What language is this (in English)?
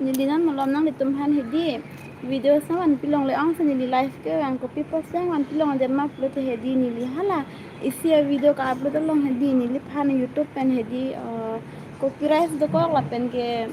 Karbi